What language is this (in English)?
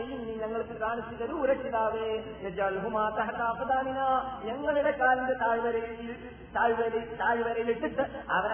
Malayalam